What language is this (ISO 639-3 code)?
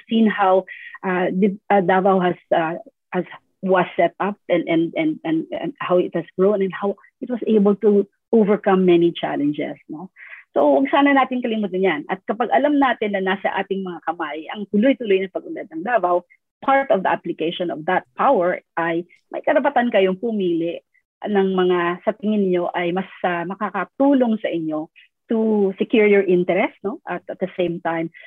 fil